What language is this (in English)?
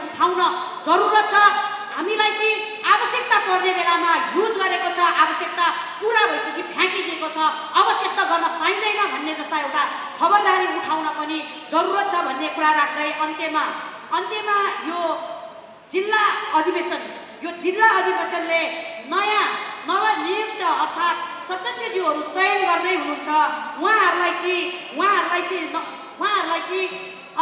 Nepali